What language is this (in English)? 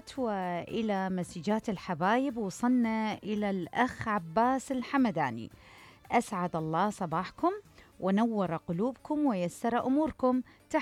Mesopotamian Arabic